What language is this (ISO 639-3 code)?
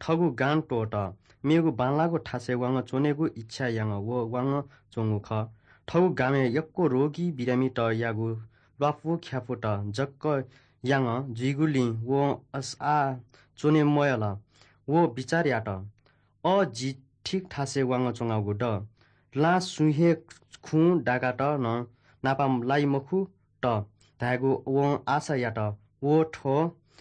new